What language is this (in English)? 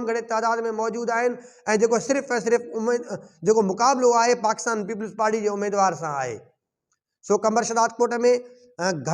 Sindhi